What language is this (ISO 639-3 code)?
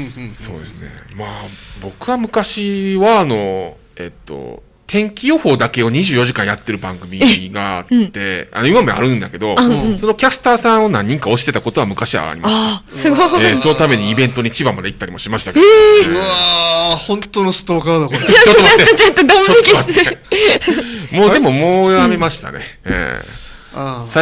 jpn